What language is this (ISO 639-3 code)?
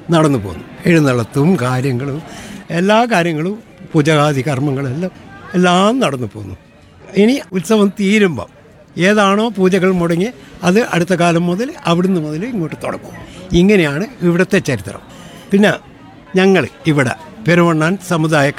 mal